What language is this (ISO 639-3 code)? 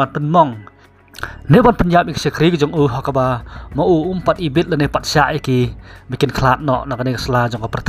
kha